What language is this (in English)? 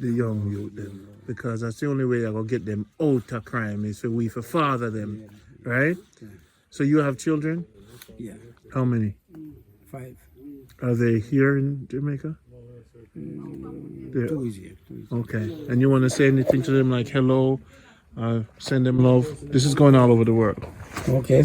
Jamaican Creole English